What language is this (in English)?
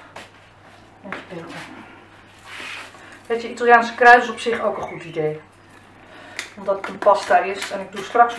Dutch